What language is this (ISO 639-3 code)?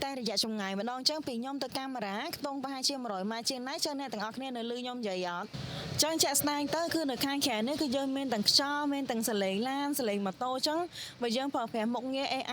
khm